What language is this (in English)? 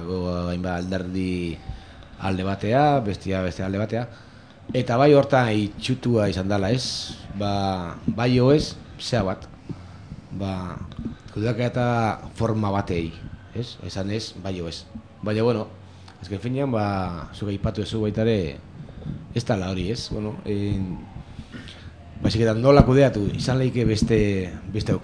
Basque